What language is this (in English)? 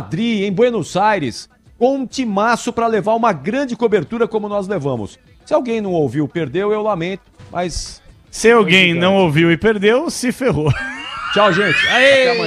Portuguese